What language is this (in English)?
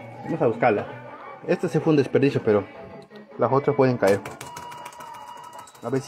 Spanish